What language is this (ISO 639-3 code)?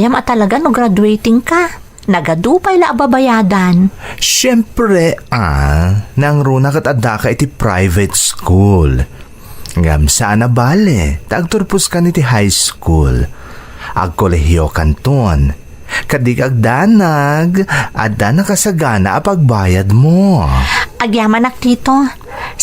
ilo